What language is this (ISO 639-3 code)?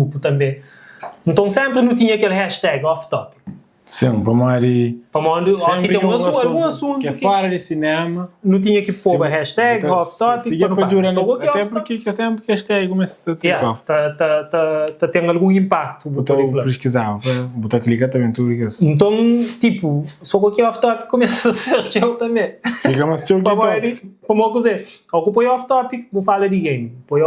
kea